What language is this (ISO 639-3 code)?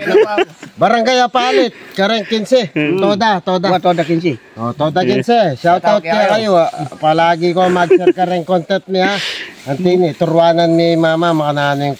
pam